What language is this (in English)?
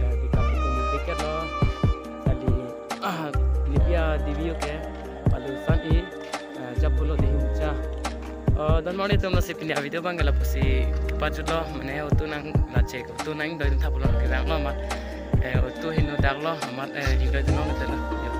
Karbi